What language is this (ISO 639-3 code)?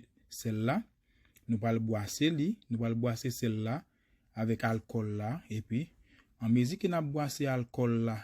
hat